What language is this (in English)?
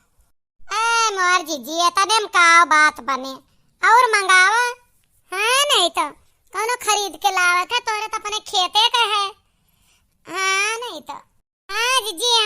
Awadhi